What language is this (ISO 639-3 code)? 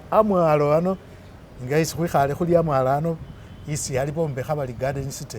myx